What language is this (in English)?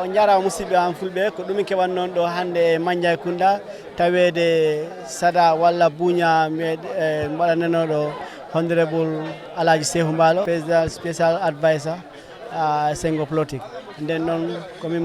Fula